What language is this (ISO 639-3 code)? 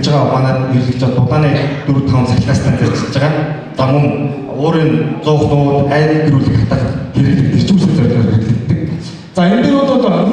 mon